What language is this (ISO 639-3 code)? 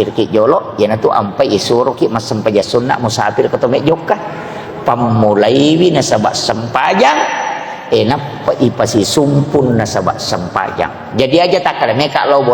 bug